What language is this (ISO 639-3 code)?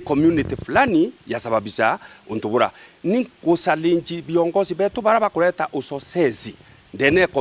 mer